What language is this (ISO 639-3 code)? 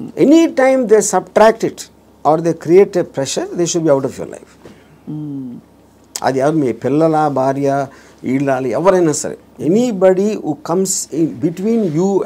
tel